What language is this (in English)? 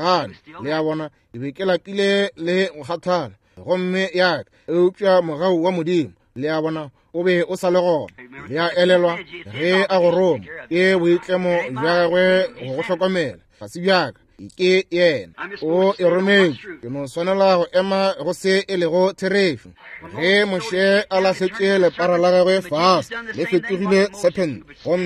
Northern Sotho